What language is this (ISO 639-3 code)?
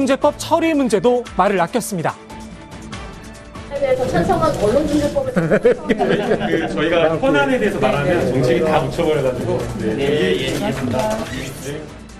kor